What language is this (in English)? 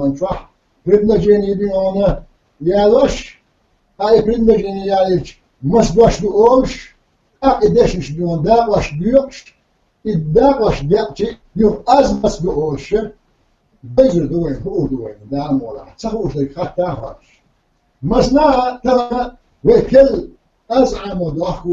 Chechen